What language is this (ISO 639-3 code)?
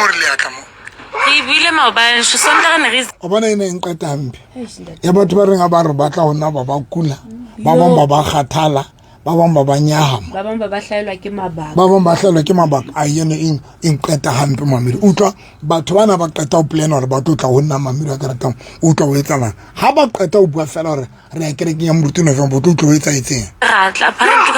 sot